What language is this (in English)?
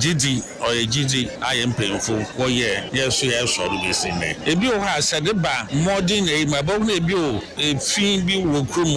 Akan